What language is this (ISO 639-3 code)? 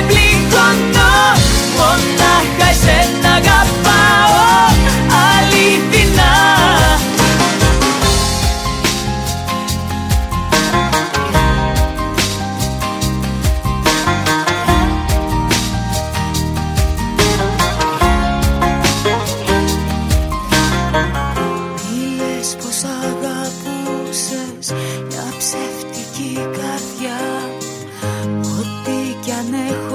ell